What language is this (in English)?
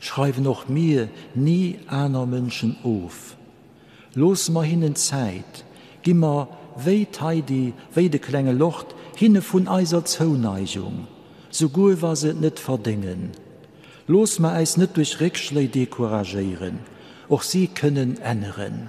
Luxembourgish